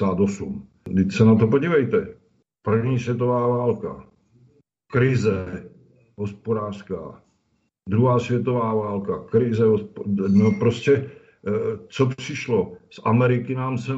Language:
Czech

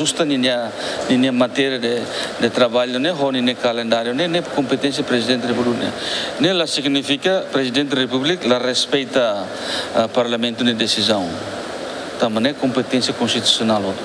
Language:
Tetum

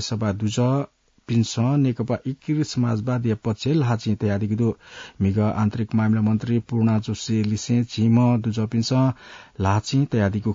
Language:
Newari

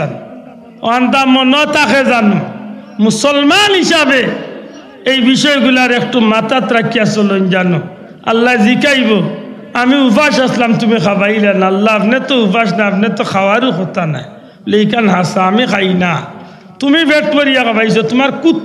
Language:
Sylheti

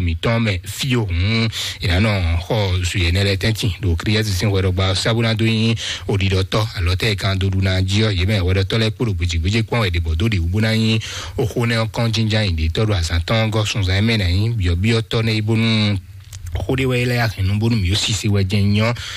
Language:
Fon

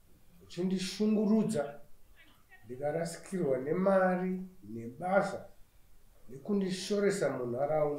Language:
Shona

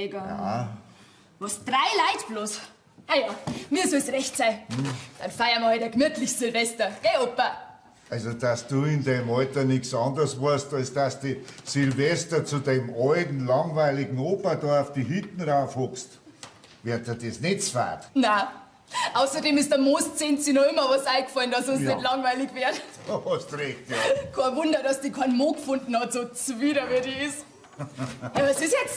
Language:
Bavarian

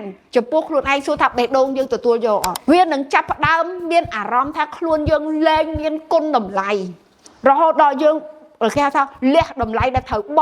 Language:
Khmer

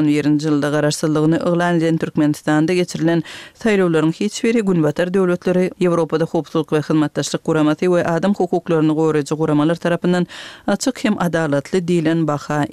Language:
Turkmen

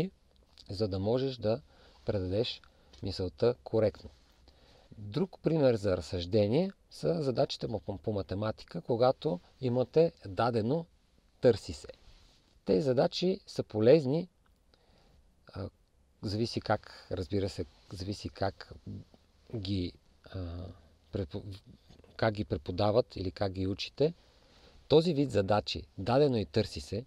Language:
Bulgarian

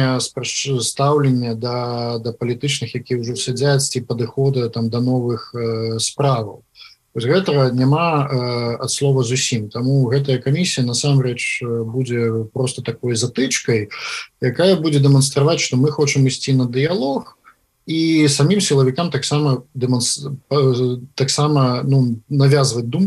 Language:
Belarusian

